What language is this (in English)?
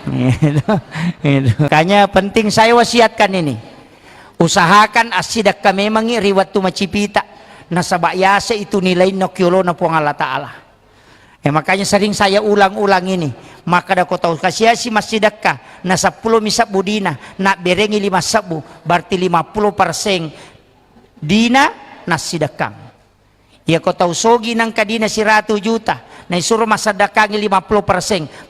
Buginese